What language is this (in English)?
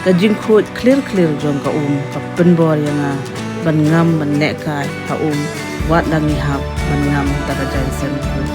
Khasi